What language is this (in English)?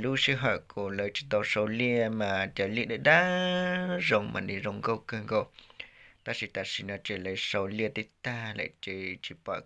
Hmong